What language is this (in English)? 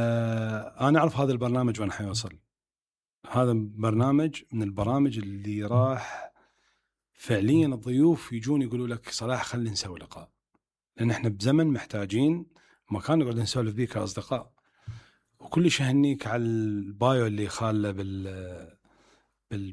Mesopotamian Arabic